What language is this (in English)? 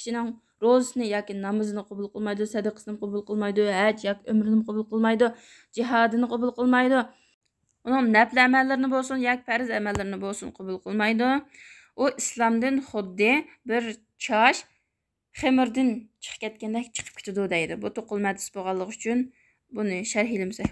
Uyghur